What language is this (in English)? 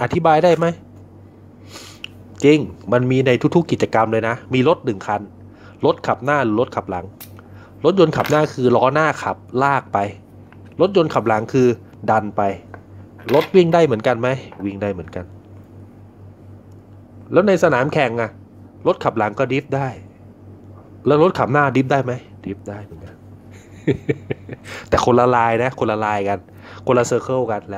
Thai